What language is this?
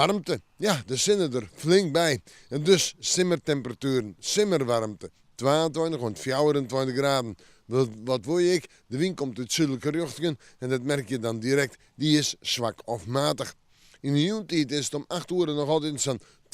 Western Frisian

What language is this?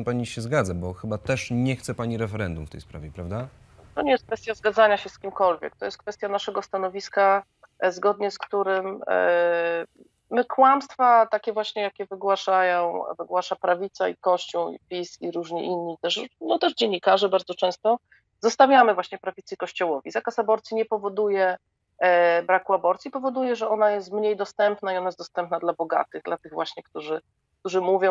Polish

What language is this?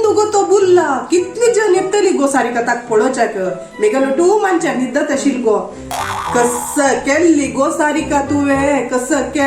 Konkani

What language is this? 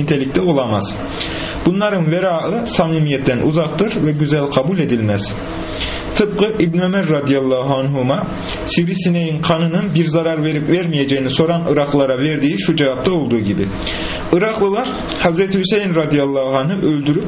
Turkish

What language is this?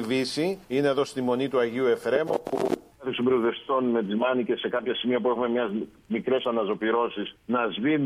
Greek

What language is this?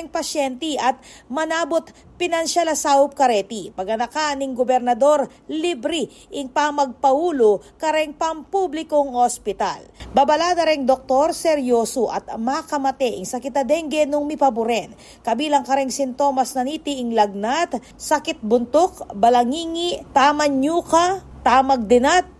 Pampanga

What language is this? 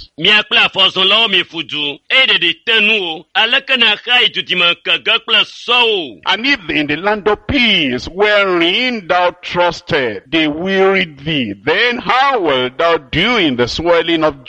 Ewe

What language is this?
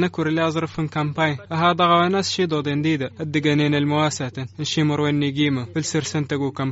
Tamasheq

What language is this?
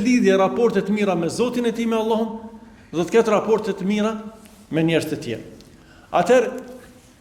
Albanian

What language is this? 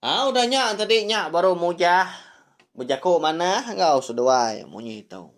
Iban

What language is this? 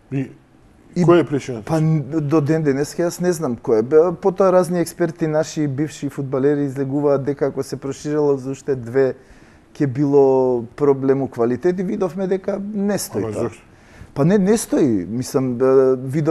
Macedonian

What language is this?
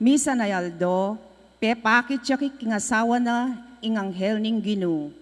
Pampanga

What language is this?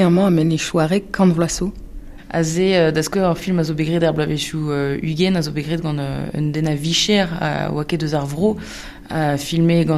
Breton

